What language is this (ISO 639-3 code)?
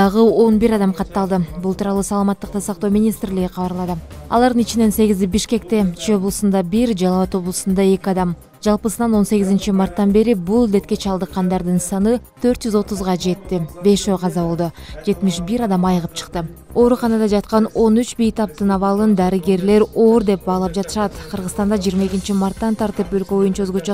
kir